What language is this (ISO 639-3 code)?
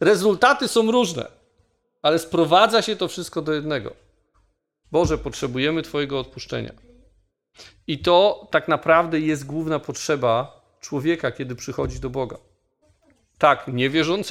pol